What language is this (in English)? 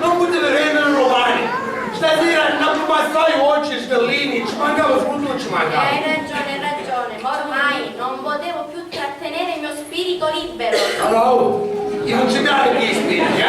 Sicilian